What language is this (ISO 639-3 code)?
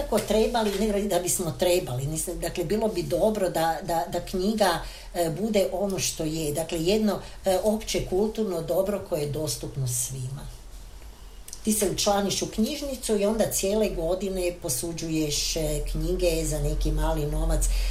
hrv